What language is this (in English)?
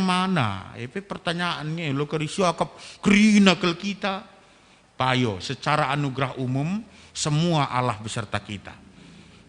Batak Karo